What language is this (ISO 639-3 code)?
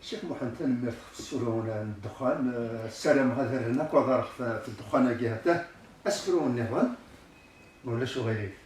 kab